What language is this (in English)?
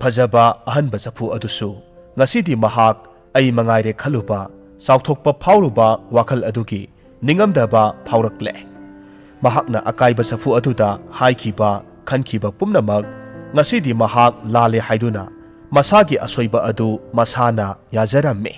Manipuri